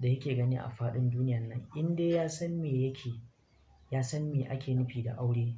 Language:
Hausa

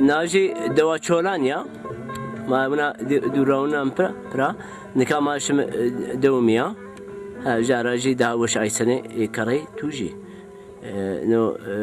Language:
Zaza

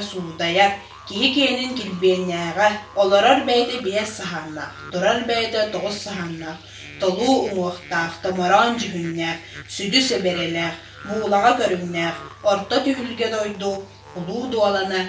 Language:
Yakut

